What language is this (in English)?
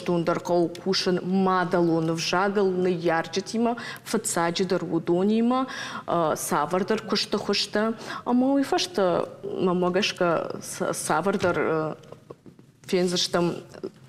Ossetic